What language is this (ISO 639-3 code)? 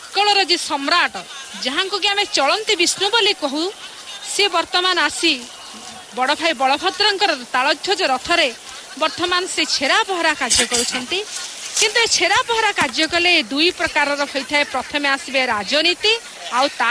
ori